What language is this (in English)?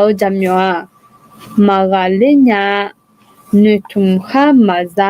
Akha